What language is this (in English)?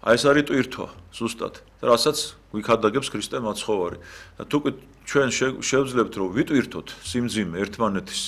Georgian